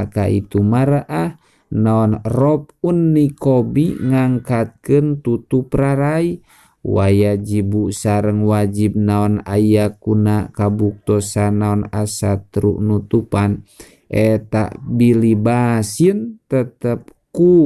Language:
Sundanese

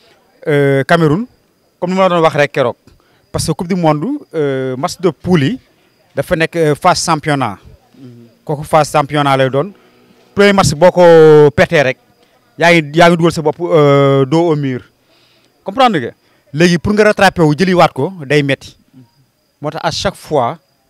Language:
Wolof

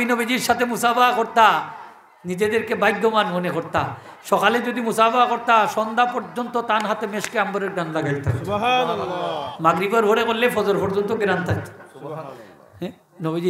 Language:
Sylheti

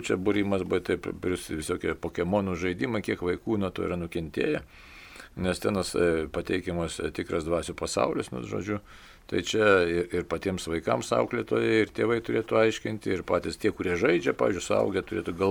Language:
Lithuanian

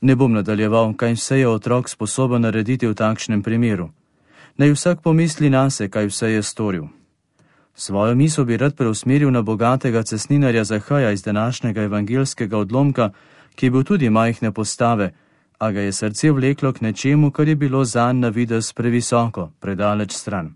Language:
Slovenian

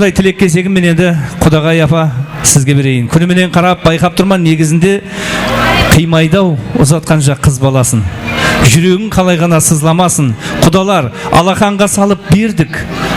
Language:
Kara-Kalpak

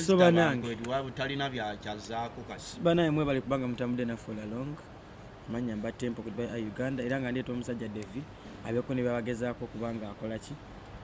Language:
Ganda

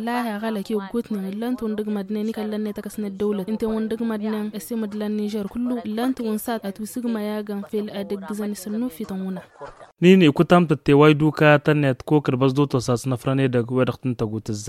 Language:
Tamasheq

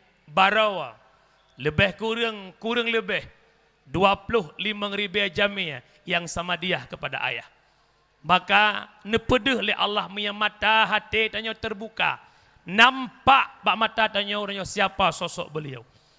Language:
Achinese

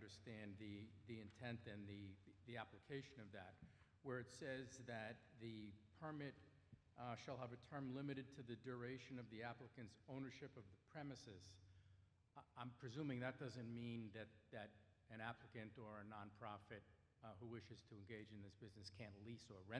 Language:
English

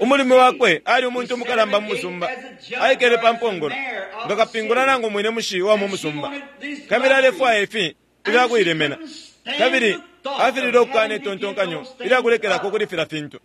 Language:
Bemba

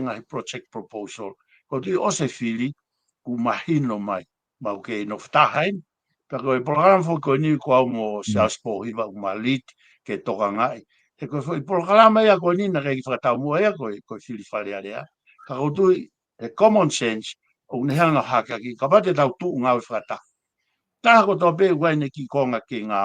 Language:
Tongan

